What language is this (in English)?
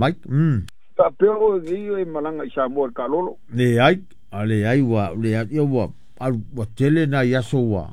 Samoan